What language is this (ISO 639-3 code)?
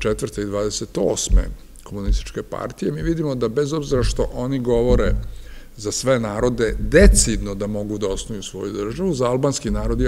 srp